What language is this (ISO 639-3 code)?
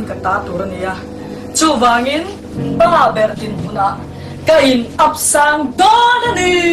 lus